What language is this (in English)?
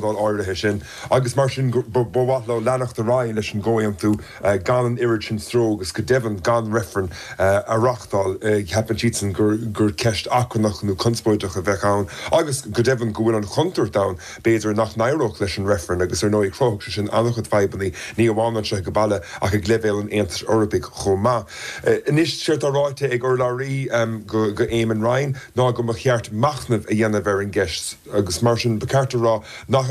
Irish